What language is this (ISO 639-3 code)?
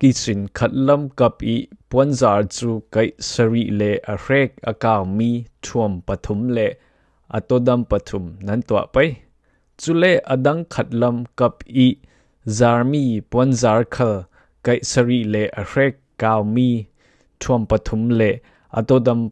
cfm